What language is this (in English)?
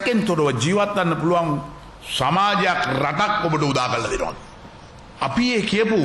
Sinhala